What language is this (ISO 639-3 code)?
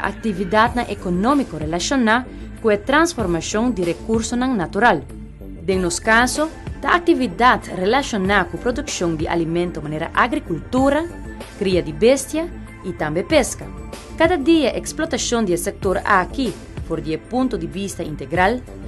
pap